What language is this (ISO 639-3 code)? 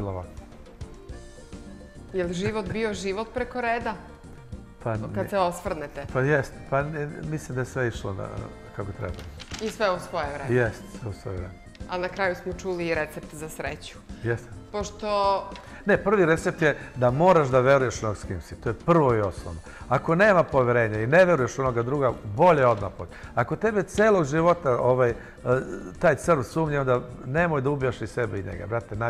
srp